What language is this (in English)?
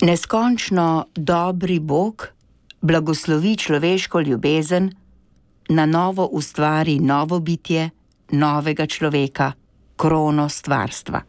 Slovenian